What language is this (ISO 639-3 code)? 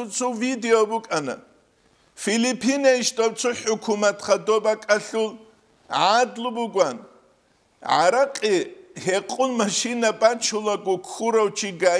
ava